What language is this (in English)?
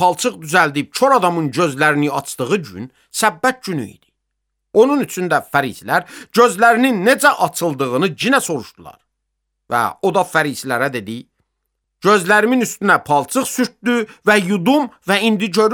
Azerbaijani